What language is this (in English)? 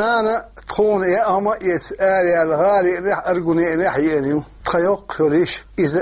Chechen